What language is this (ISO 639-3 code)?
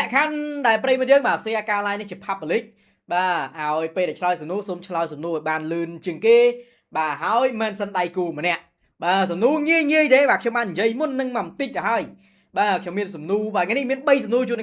khm